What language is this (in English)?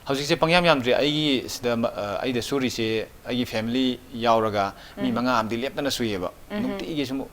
Manipuri